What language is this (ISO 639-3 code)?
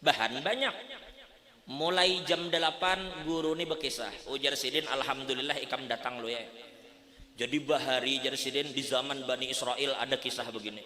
bjn